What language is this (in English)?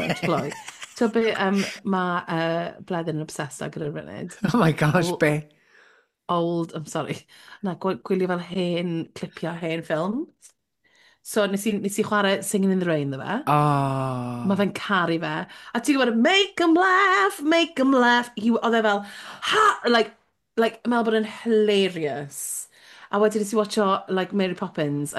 Welsh